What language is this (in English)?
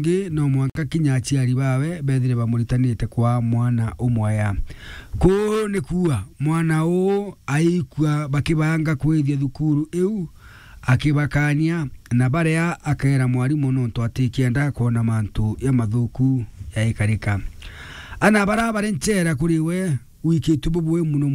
Meru